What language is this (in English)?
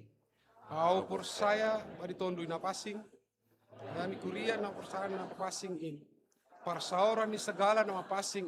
Batak Simalungun